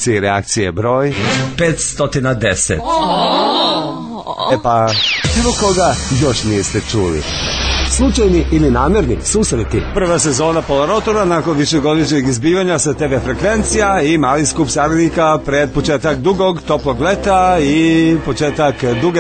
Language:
Serbian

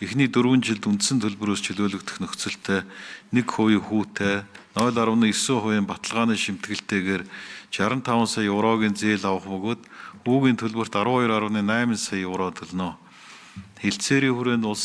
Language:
Mongolian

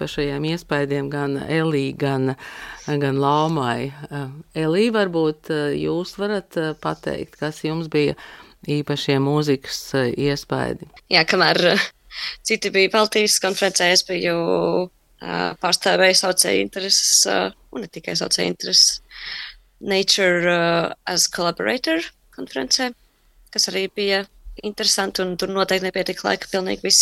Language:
Latvian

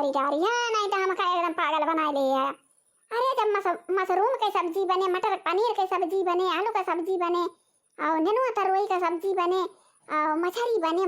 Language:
Awadhi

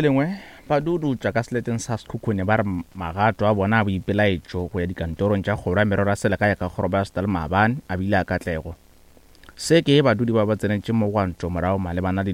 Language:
Northern Sotho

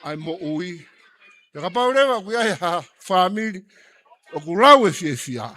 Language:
Tongan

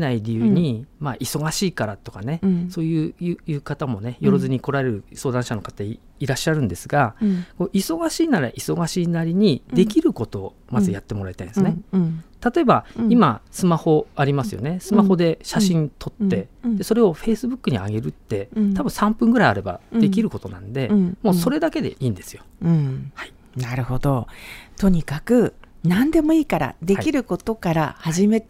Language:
Japanese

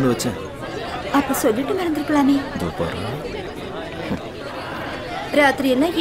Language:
Tamil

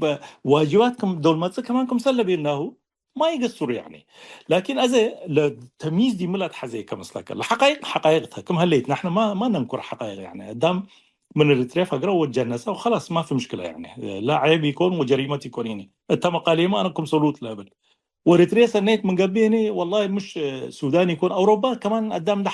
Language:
Tigre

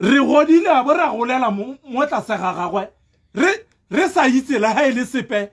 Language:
Tswana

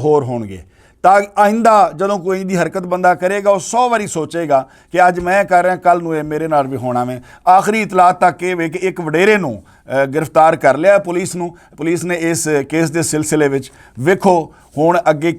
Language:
Western Panjabi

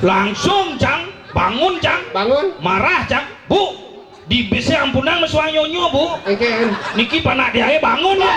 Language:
Balinese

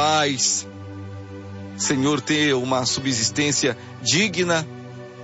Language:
Portuguese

